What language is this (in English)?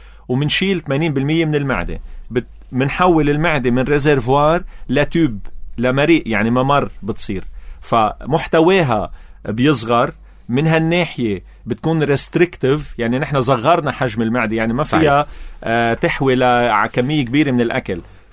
North Levantine Arabic